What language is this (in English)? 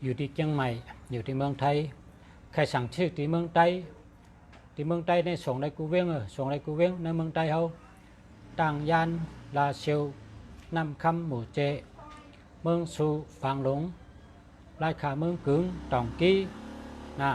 Shan